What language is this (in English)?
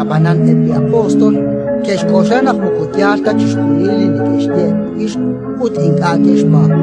Kekchí